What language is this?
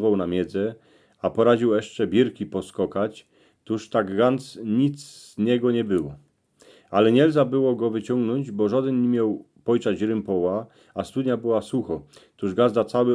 Silesian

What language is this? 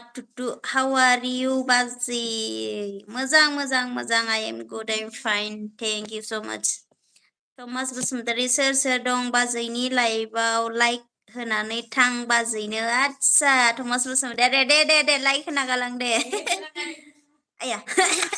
Bodo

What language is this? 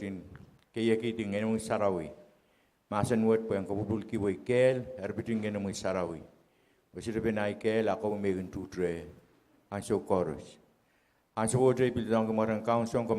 Pohnpeian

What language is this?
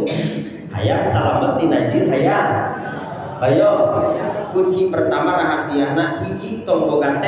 Sundanese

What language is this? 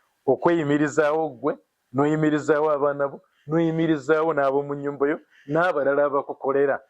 Ganda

